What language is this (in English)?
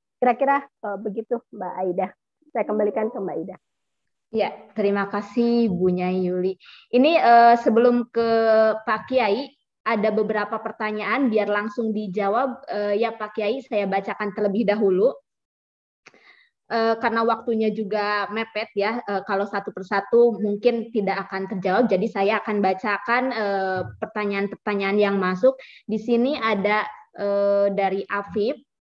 Indonesian